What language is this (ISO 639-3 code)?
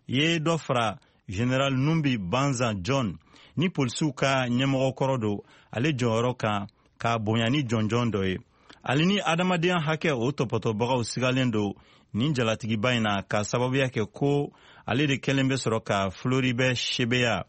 bam